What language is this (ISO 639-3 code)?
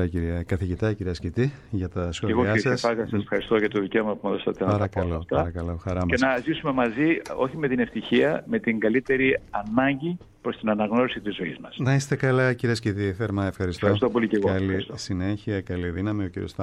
ell